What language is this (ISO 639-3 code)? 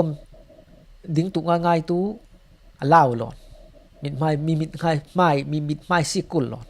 cfm